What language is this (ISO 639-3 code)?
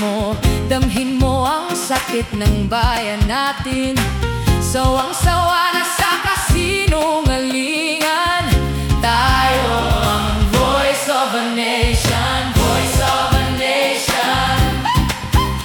fil